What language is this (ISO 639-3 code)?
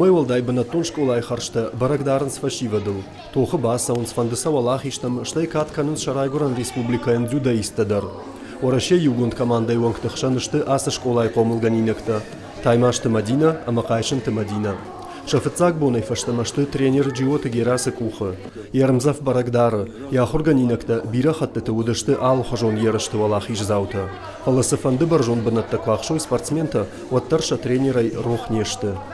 oss